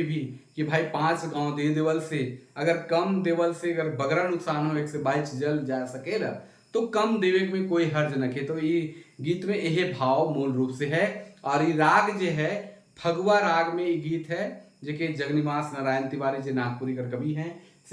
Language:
Sadri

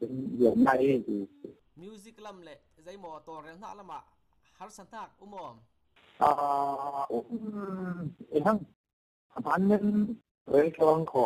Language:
Falam Chin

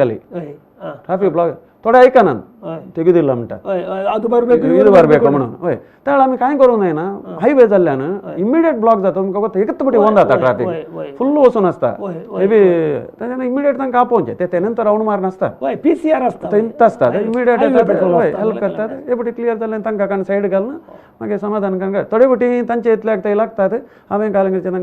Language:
Konkani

